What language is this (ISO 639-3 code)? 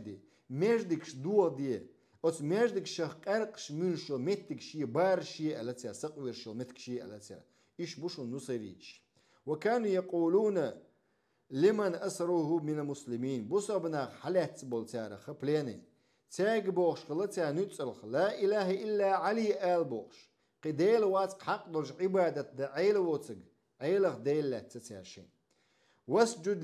che